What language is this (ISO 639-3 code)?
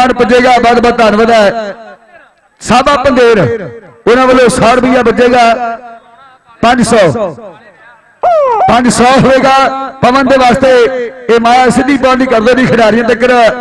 pan